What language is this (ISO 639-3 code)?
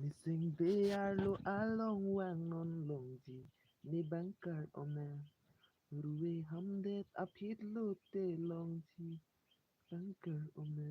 mjw